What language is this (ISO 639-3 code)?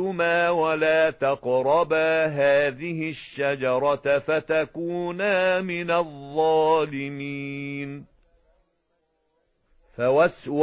ara